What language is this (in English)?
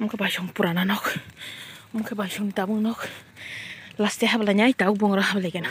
Kok Borok